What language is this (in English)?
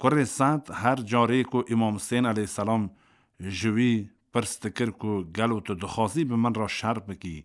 Kurdish